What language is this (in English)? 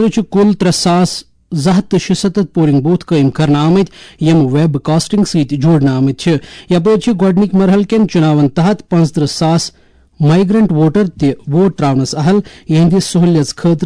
Kashmiri